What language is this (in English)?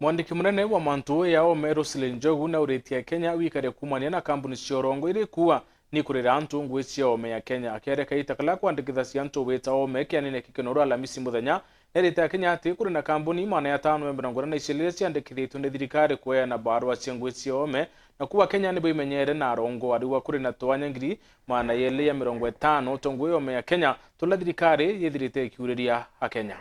Meru